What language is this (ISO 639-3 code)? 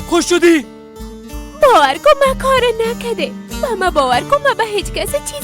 fas